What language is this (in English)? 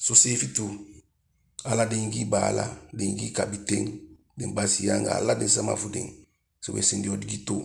Eastern Maroon Creole